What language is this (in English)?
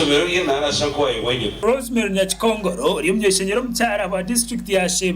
Nyankole